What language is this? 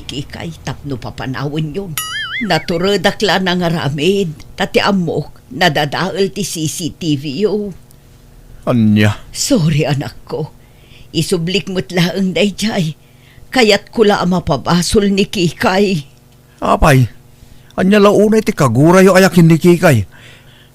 Iloko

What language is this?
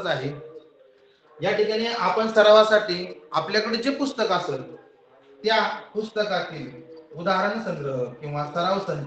Marathi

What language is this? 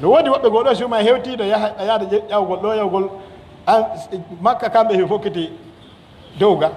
Pular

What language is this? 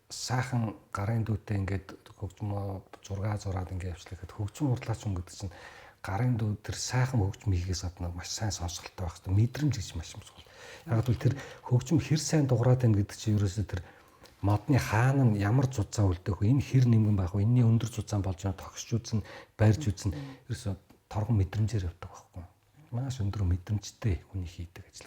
Mongolian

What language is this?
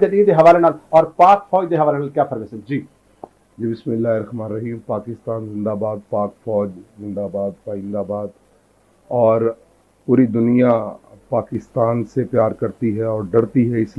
Saraiki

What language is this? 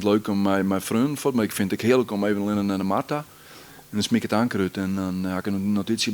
Western Frisian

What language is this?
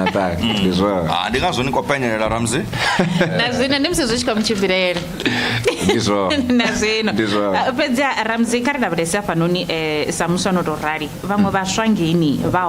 Venda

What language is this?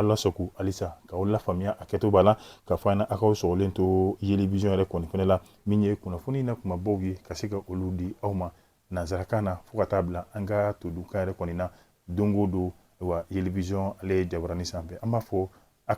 Bambara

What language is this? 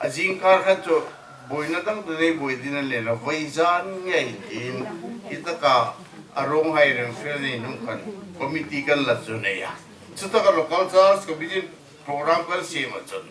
Hmar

